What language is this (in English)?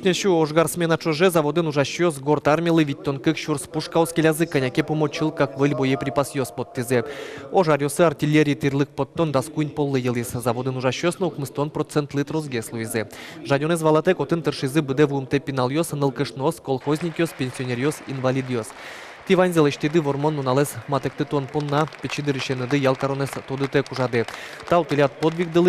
Udmurt